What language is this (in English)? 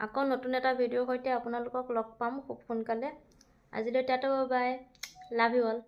Assamese